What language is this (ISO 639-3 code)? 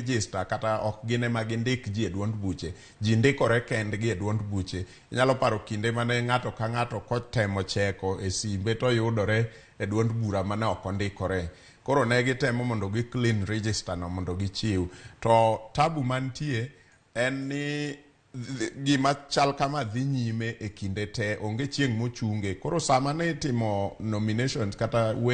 luo